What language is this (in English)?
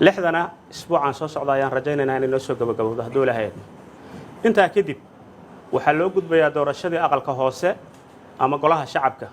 Somali